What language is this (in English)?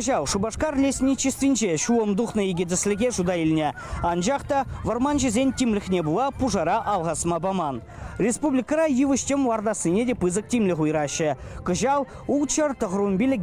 Chuvash